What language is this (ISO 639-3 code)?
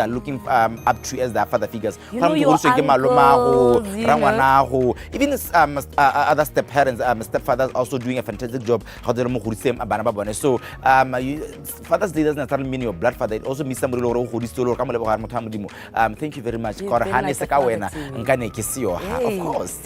tsn